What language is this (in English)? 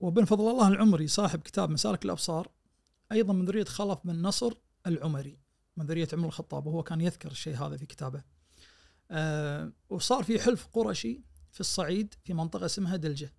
Najdi Arabic